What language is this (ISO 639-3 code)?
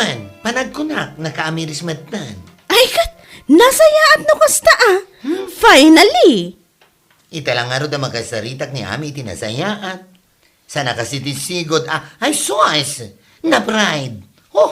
ilo